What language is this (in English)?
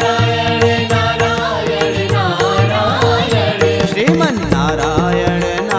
Hindi